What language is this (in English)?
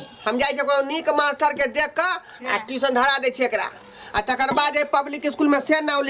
Maithili